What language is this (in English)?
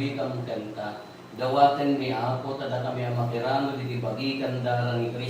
Iloko